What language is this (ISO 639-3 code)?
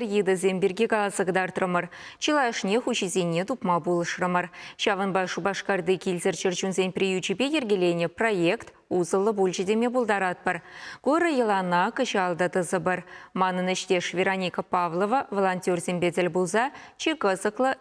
chv